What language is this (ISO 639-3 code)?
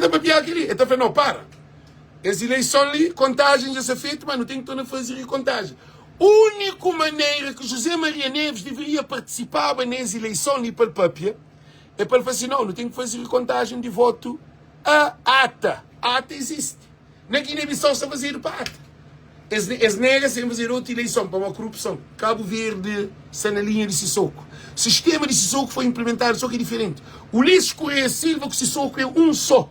kea